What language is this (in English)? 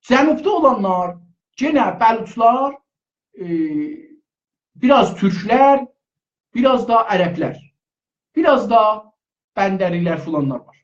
South Azerbaijani